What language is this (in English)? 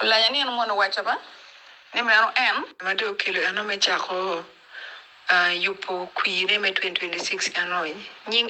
Acoli